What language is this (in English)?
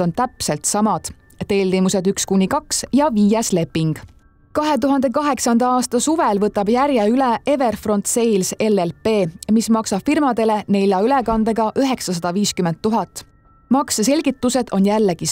Estonian